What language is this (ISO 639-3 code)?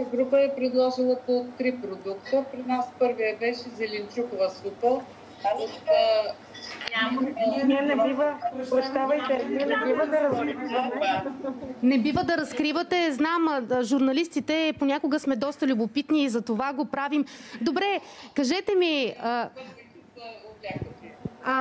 bul